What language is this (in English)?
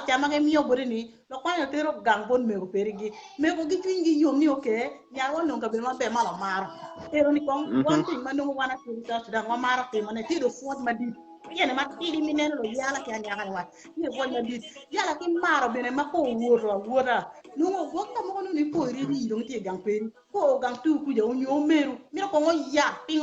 Acoli